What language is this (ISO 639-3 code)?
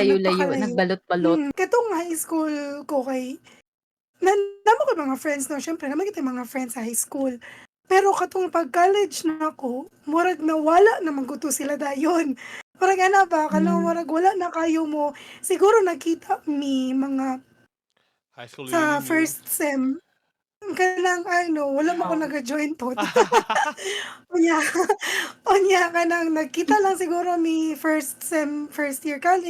ceb